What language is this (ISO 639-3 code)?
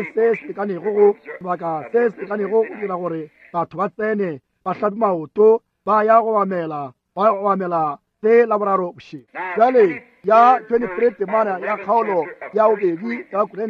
nso